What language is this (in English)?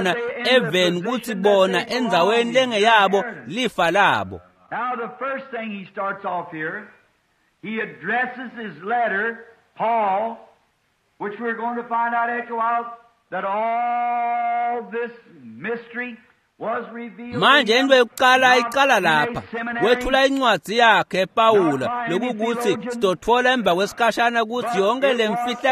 Swati